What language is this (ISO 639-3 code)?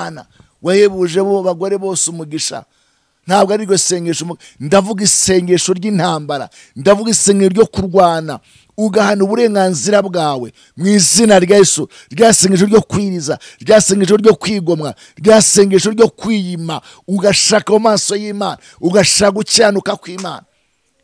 kin